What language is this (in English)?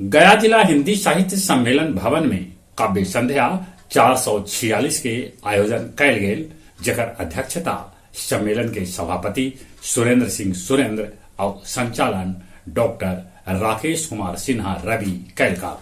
Magahi